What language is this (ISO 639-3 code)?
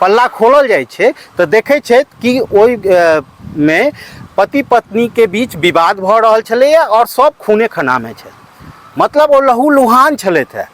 mai